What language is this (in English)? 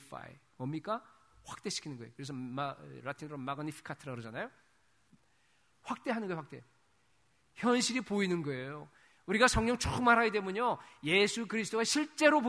Korean